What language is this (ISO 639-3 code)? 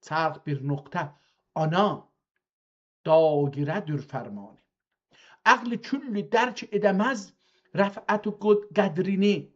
azb